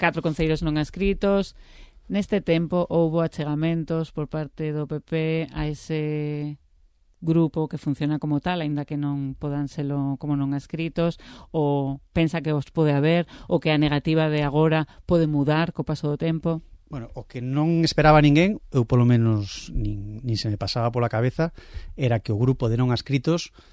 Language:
Galician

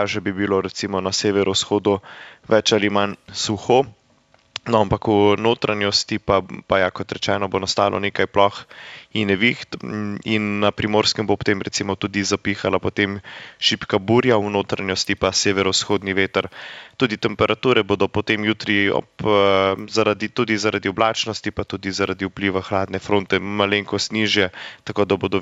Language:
Slovenian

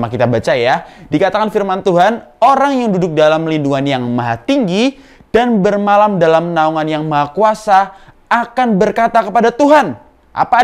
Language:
Indonesian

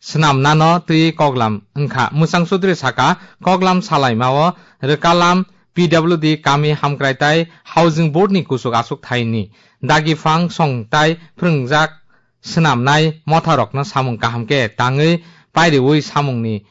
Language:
Kok Borok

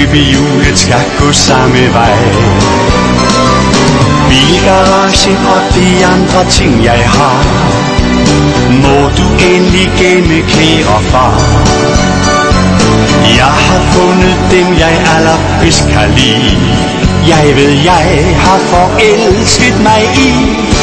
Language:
Danish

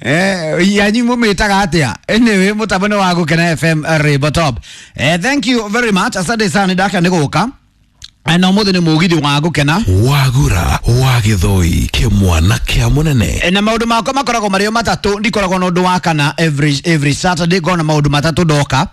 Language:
Kikuyu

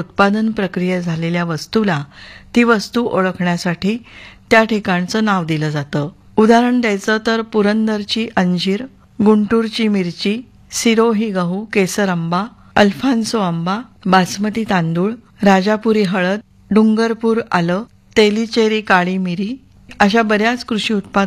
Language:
Marathi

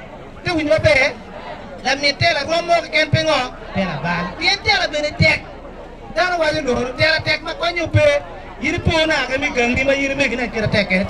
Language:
Acoli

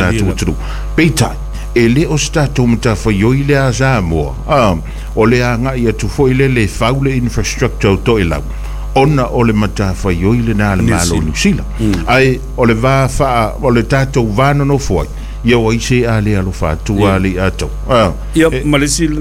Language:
Samoan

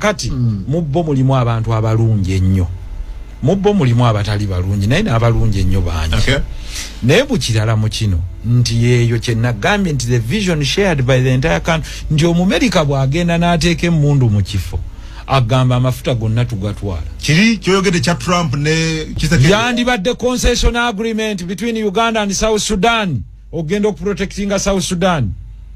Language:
Ganda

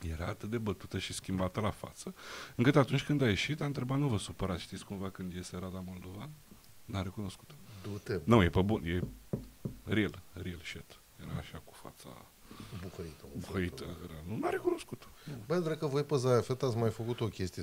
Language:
Romanian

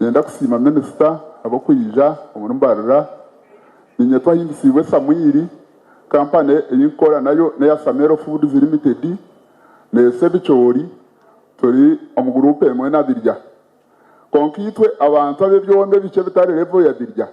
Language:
Nyankole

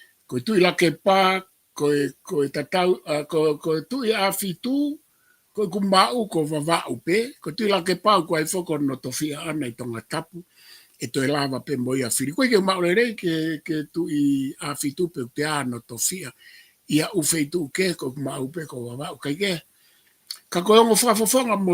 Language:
Tongan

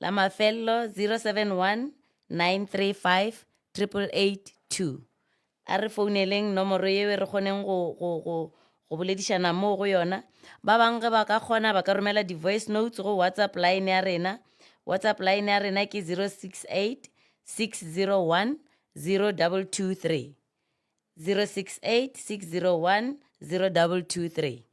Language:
Northern Sotho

